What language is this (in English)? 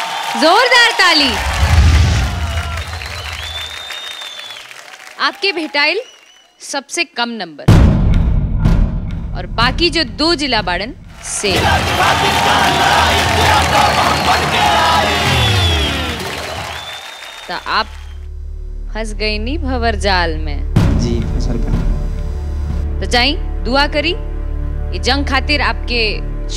Bhojpuri